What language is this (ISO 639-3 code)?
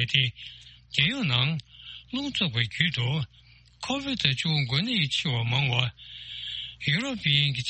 bod